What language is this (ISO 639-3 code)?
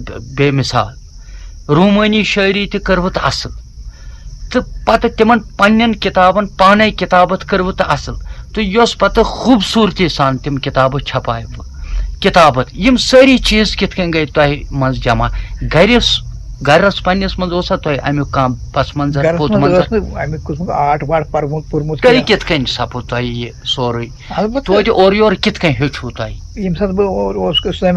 kas